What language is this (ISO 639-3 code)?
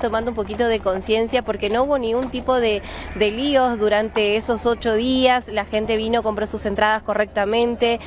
spa